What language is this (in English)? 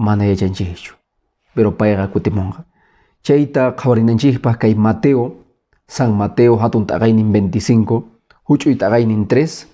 Quechua